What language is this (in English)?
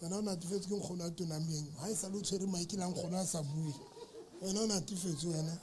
Southern Sotho